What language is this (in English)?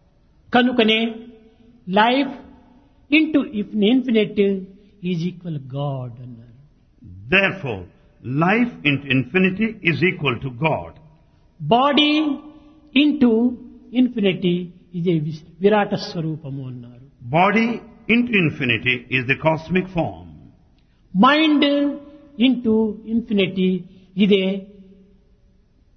Telugu